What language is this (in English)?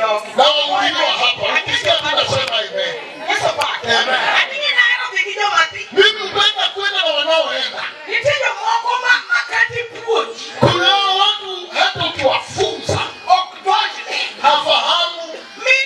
Luo (Kenya and Tanzania)